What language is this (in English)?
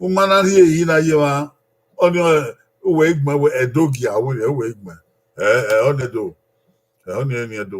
Bini